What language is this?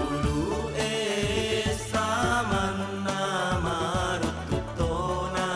Buginese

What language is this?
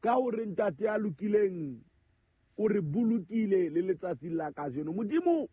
Southern Sotho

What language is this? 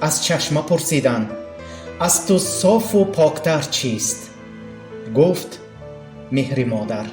Tajik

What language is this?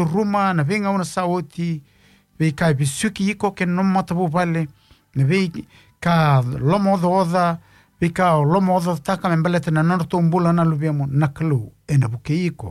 Fijian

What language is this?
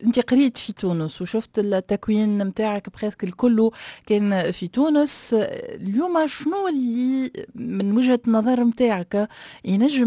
Tunisian Arabic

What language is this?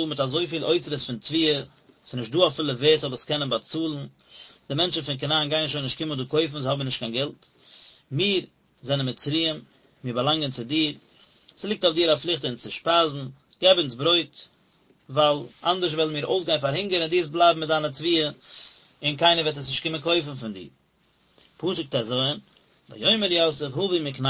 Yiddish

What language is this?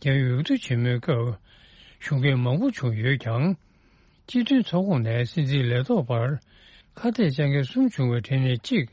Tibetan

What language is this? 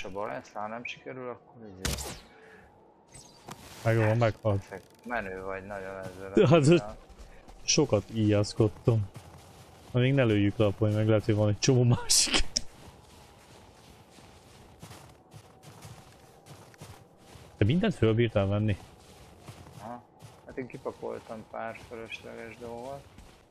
Hungarian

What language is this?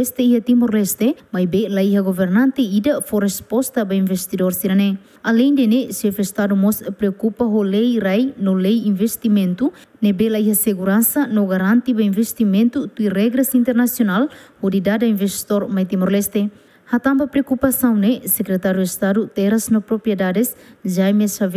Tetum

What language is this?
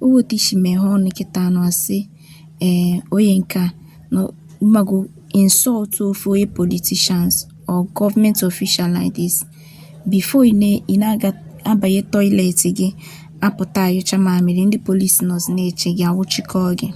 Igbo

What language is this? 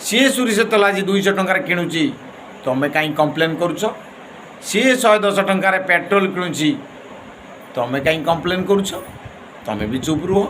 Odia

